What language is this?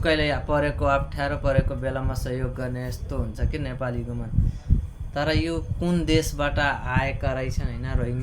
Nepali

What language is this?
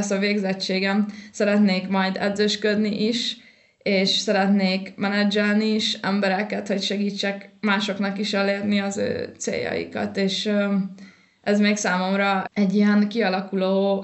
Hungarian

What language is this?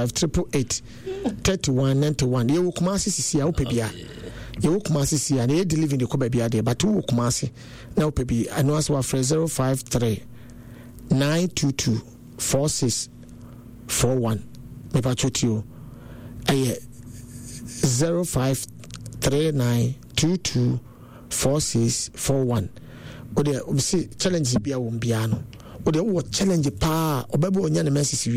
Akan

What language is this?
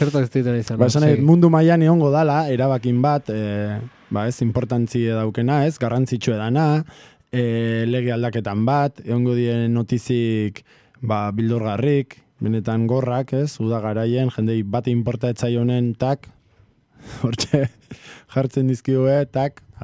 Basque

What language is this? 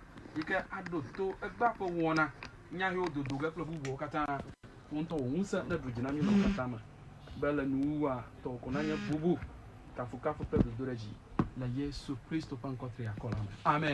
Ewe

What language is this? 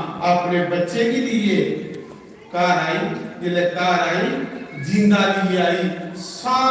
Dogri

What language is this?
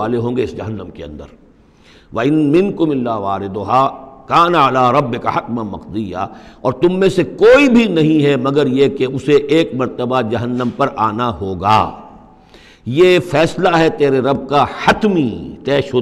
Urdu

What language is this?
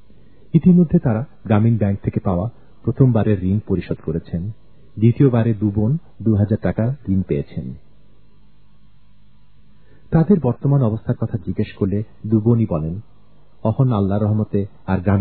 Bangla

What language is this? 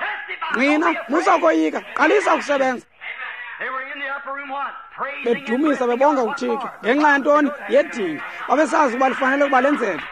Xhosa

